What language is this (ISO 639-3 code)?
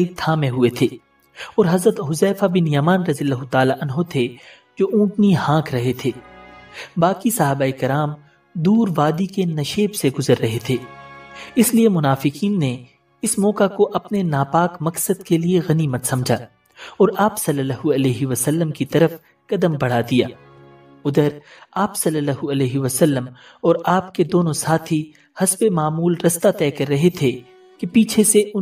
urd